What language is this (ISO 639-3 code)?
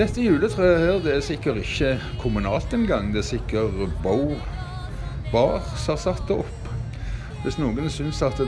nor